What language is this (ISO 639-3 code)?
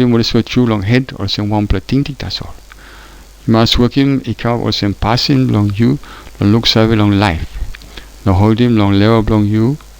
tpi